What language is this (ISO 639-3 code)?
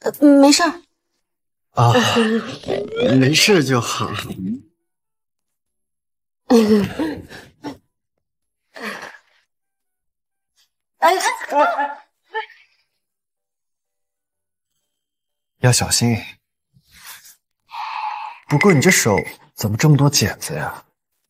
zho